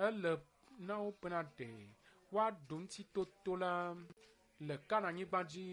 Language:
Ewe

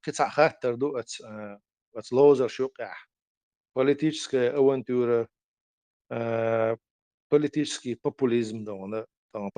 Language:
Chechen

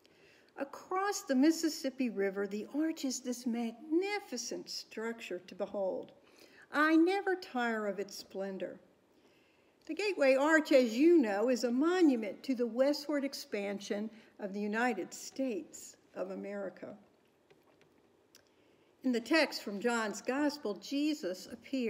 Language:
English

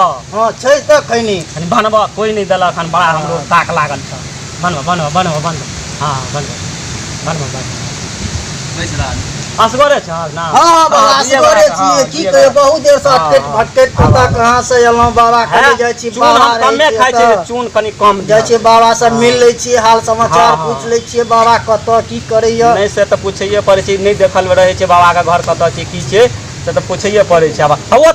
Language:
Maithili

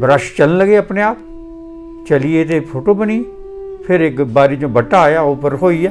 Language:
Dogri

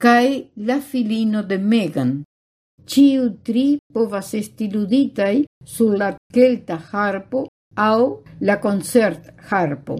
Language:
Esperanto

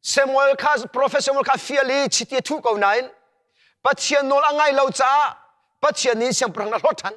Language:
Hakha Chin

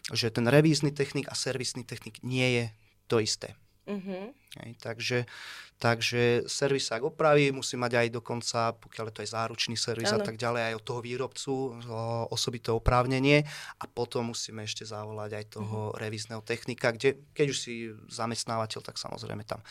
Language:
Slovak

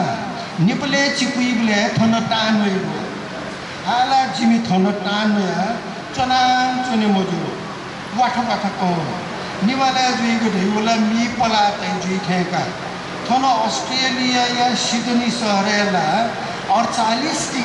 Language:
Newari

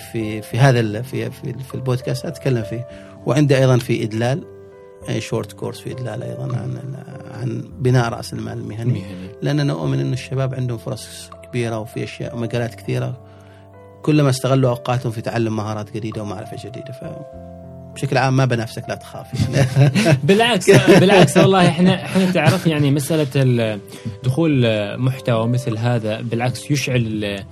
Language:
Gulf Arabic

